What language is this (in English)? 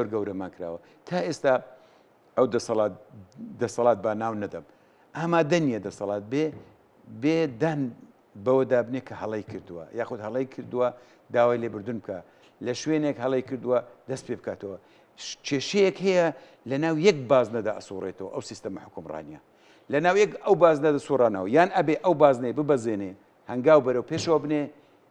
Central Kurdish